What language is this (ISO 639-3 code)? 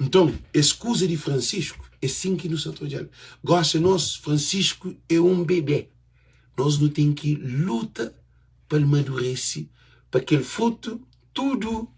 kea